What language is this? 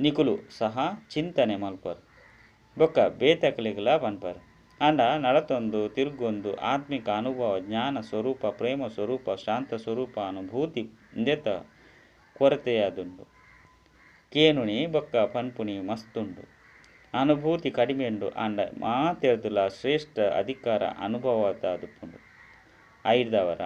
Tulu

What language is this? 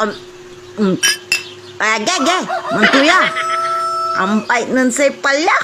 Pangasinan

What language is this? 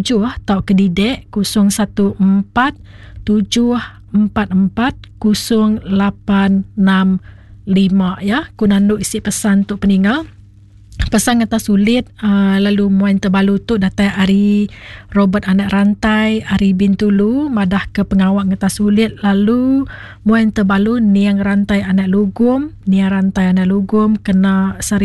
Iban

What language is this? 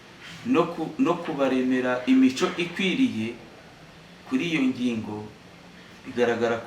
Kinyarwanda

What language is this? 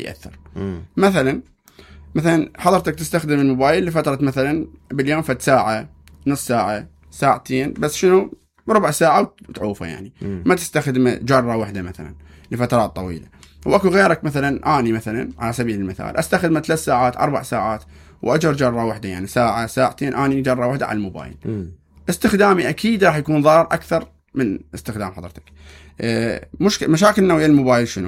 Mesopotamian Arabic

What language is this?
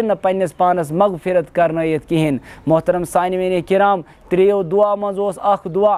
Kashmiri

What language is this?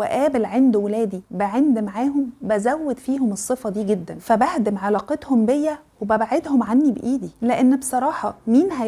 Egyptian Arabic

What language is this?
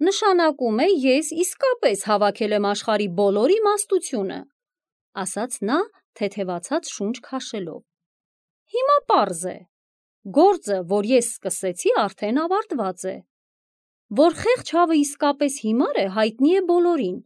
Armenian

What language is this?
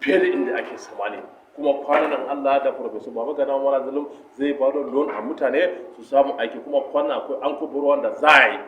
Hausa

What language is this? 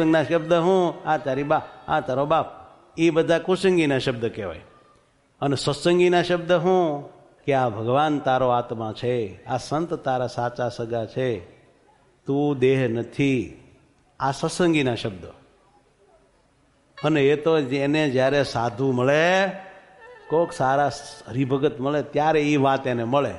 Gujarati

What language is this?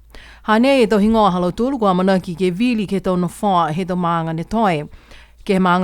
Niuean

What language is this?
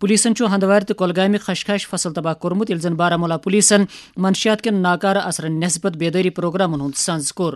Kashmiri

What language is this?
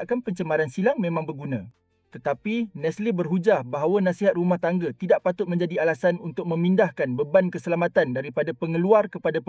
Malay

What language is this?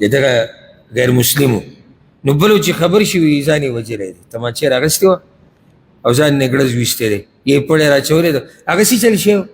Pashto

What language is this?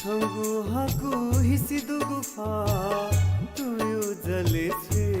Newari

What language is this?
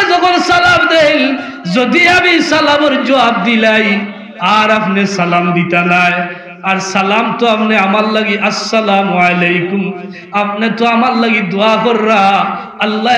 Sylheti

